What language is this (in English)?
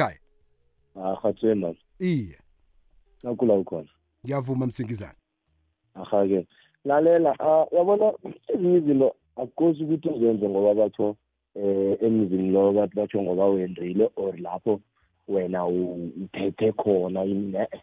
South Ndebele